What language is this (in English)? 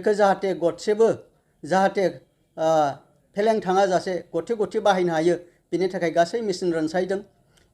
Bodo